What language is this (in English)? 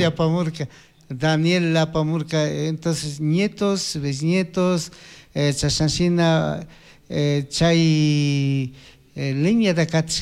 Chimborazo Highland Quichua